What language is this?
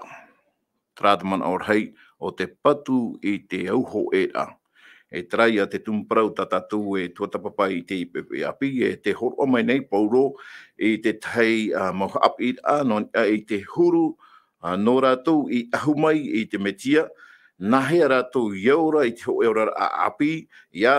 Tahitian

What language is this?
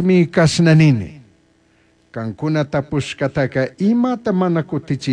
Chimborazo Highland Quichua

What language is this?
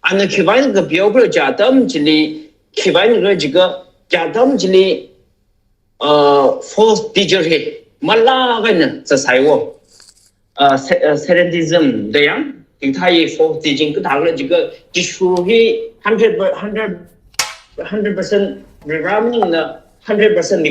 Tangkhul Naga (India)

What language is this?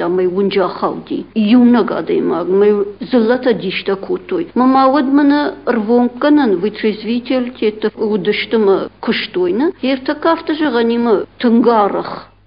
Ossetic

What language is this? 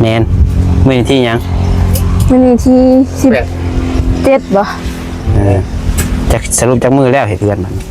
Northeastern Thai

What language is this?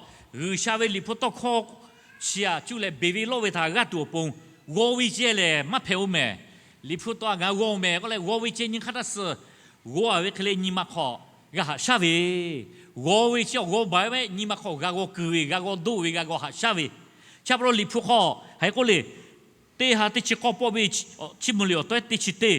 Lahu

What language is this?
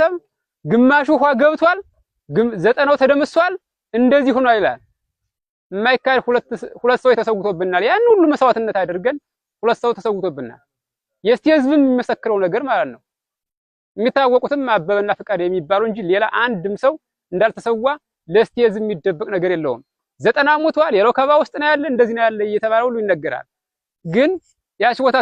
Amharic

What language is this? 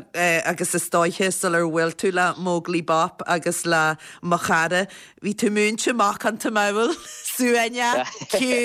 Irish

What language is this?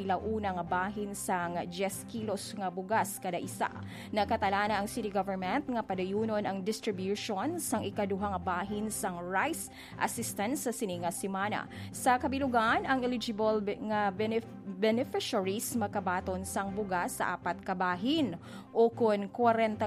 Hiligaynon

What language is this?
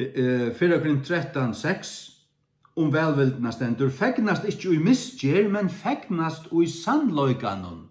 Faroese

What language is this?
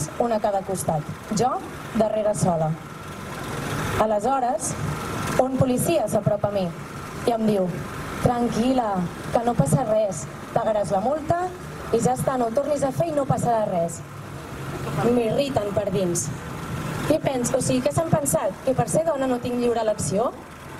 Catalan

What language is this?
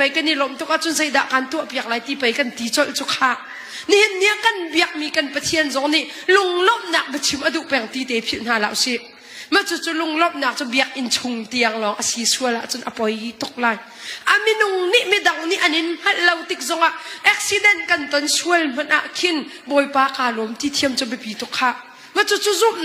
Hakha Chin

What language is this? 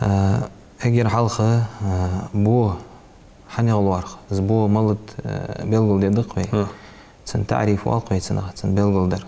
Ingush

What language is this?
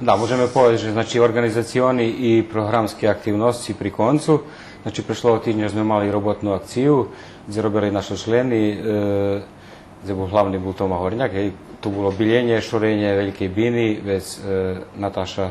Rusyn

